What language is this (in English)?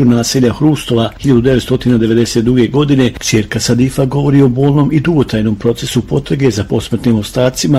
Bosnian